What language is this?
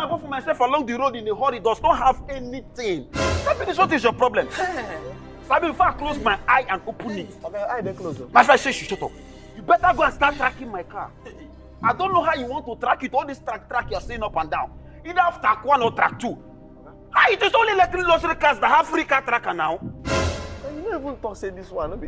Nigerian Pidgin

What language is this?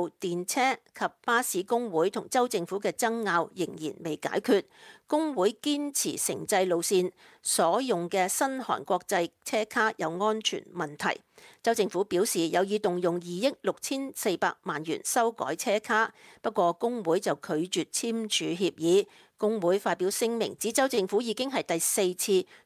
Cantonese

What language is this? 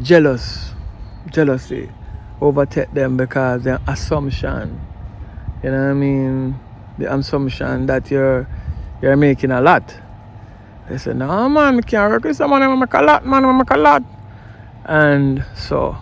Jamaican Creole English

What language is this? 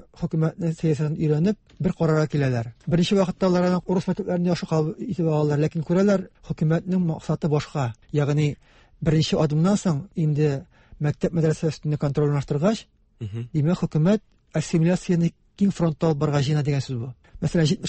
Tatar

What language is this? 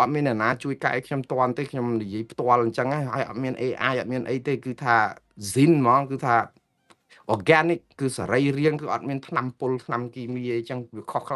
Khmer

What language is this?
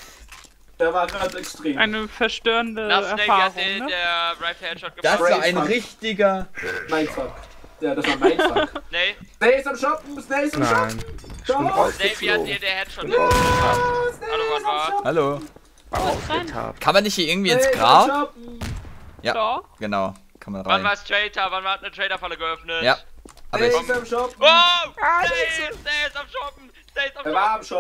German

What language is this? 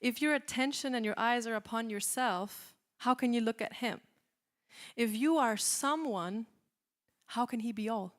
English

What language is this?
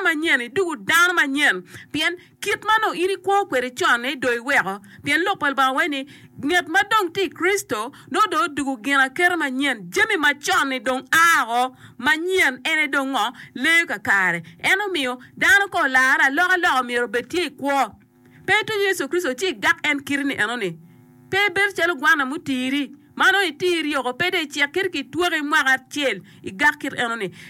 Acoli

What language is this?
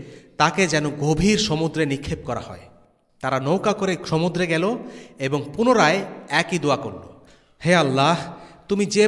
Bangla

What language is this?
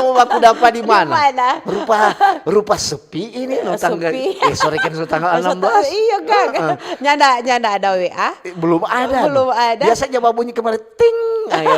Manado Malay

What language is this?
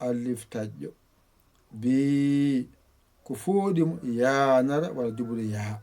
Fula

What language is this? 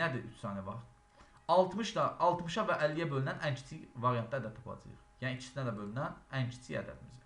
Azerbaijani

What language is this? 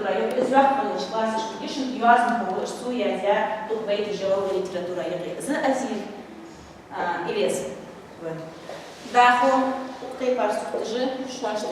Ingush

